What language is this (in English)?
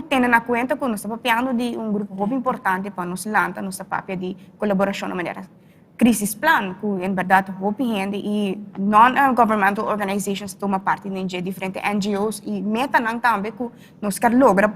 Papiamento